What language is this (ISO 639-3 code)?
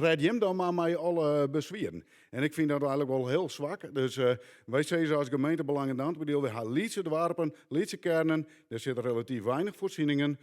fry